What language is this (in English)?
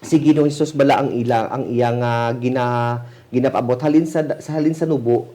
Hiligaynon